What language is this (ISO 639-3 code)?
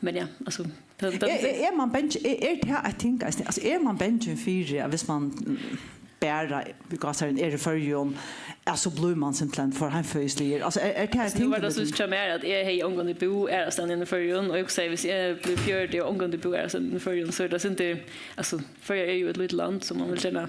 fao